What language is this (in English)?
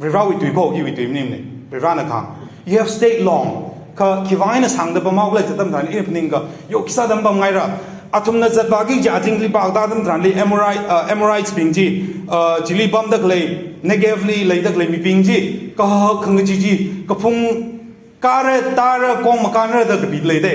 Tangkhul Naga (India)